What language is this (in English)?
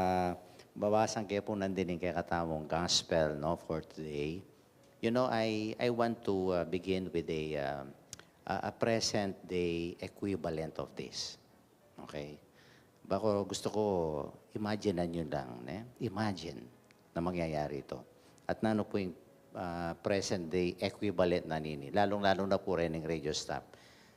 Pampanga